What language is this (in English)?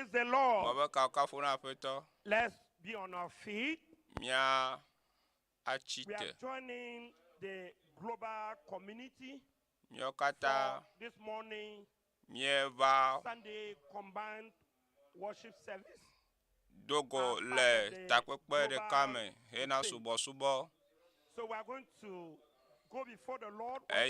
Ewe